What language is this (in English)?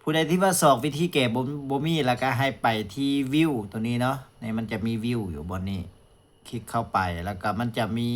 Lao